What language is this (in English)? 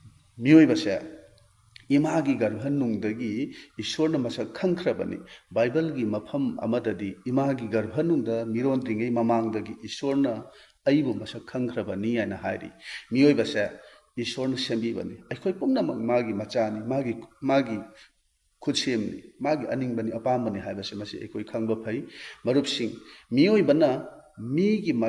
Manipuri